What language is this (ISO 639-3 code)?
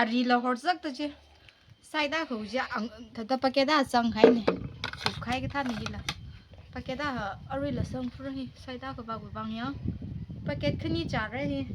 nmf